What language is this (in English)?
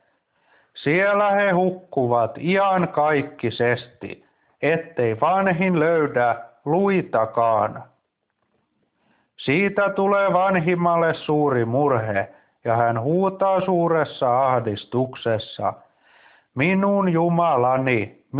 Finnish